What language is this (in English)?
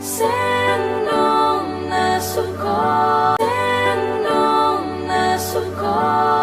Batak Simalungun